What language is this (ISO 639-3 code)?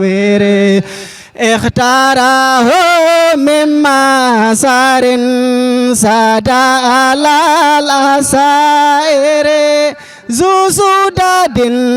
ful